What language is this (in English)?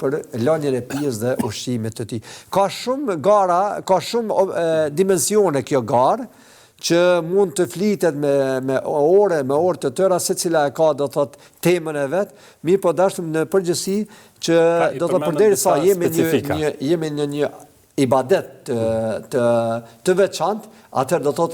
Albanian